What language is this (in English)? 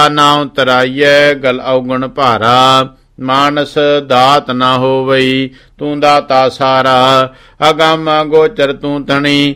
Punjabi